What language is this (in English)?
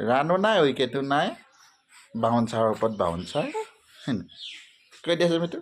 Assamese